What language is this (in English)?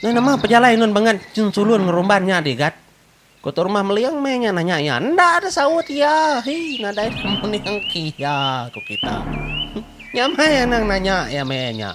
Iban